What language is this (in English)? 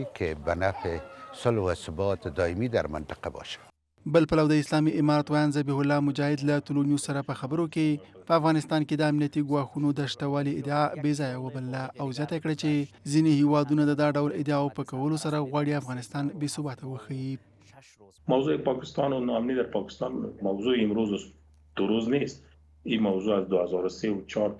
Pashto